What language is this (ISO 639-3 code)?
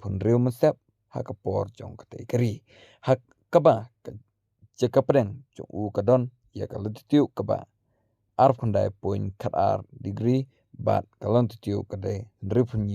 kha